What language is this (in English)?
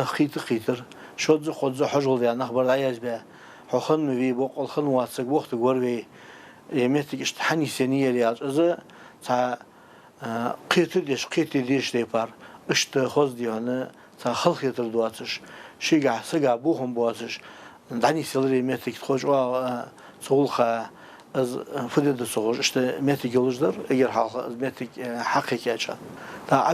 Ingush